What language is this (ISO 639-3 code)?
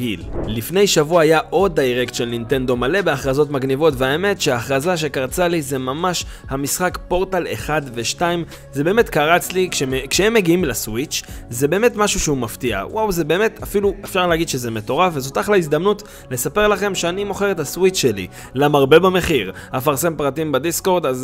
heb